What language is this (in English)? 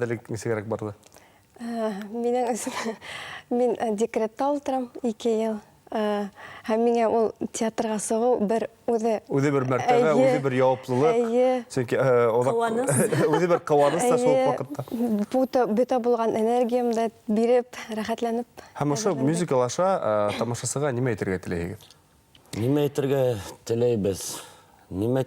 Bashkir